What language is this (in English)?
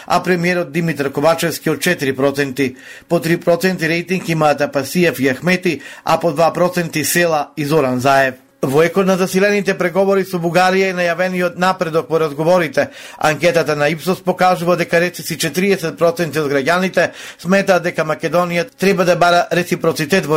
Macedonian